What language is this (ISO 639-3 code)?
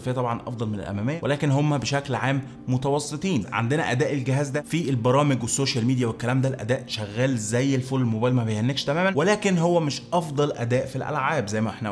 arz